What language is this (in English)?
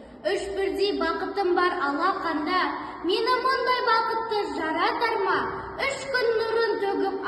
Kazakh